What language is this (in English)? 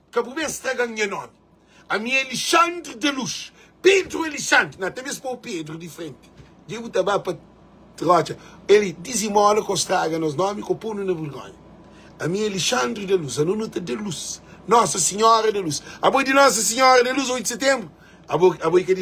Kabuverdianu